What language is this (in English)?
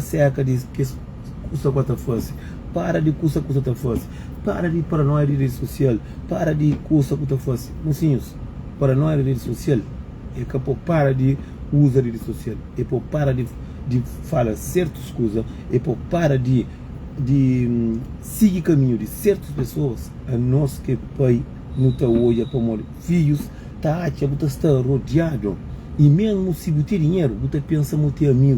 Kabuverdianu